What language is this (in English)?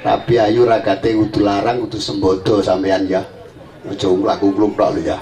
Javanese